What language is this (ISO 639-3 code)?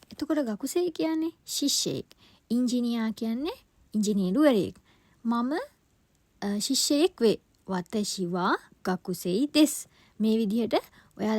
sin